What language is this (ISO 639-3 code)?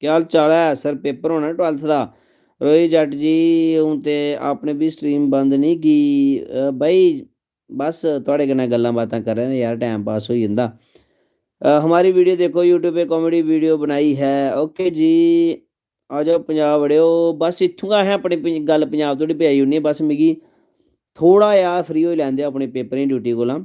doi